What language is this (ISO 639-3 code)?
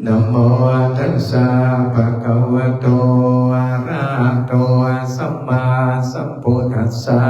pli